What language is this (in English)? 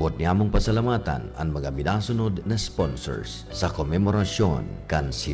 Bikol